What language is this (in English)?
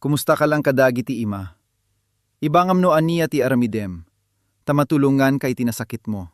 Iloko